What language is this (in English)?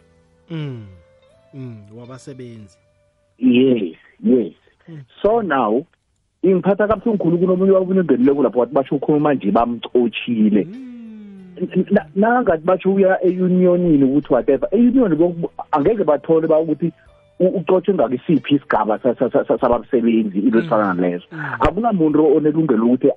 South Ndebele